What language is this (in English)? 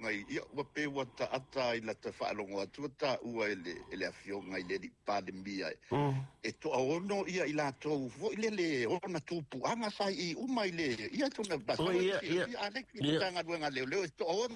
Samoan